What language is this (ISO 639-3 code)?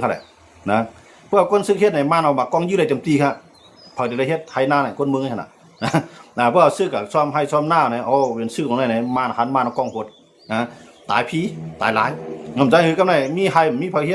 shn